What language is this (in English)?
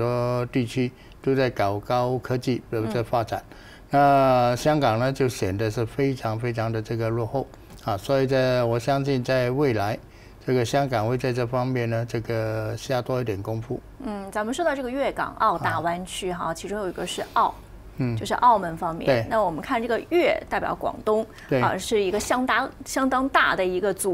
Chinese